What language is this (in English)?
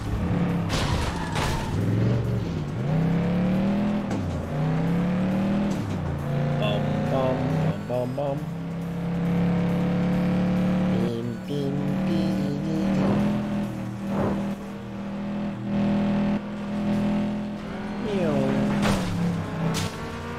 French